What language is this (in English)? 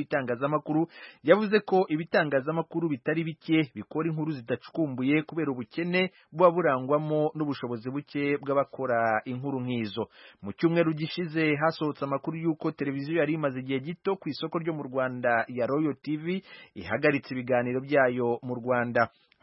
Kinyarwanda